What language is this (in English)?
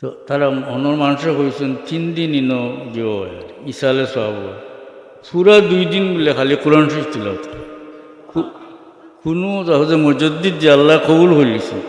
Sylheti